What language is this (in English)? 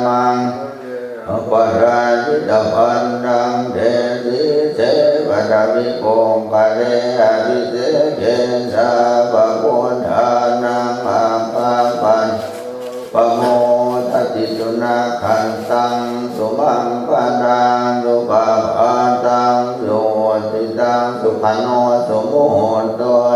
Pali